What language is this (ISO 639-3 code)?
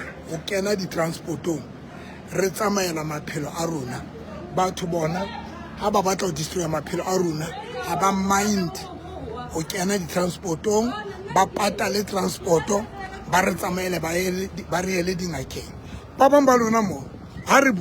sot